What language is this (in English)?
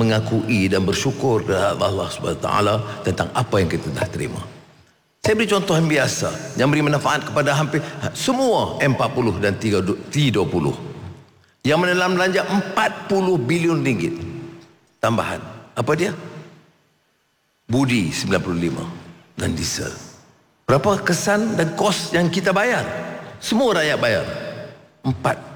Malay